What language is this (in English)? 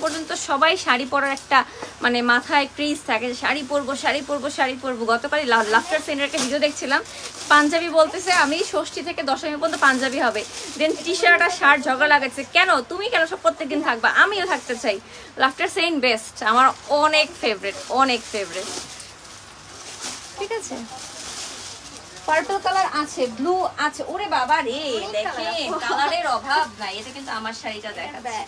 Bangla